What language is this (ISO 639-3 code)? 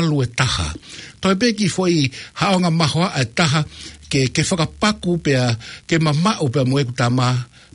ton